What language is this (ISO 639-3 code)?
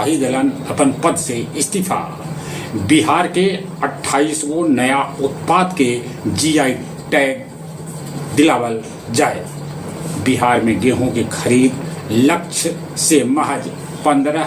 mag